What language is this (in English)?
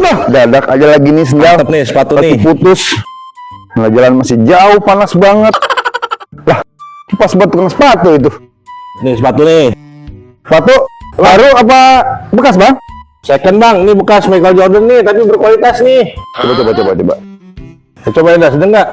Betawi